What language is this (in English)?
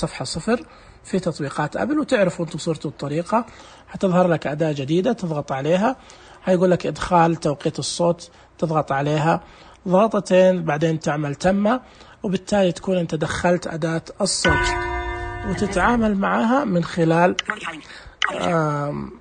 Najdi Arabic